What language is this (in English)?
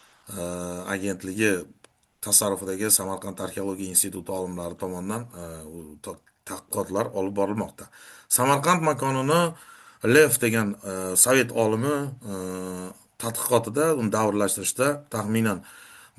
Uzbek